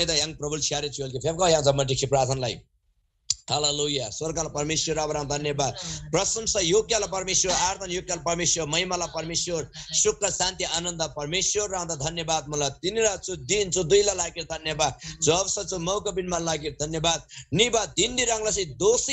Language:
Eastern Tamang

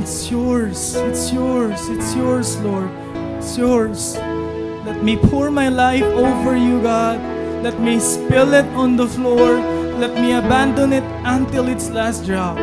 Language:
Waray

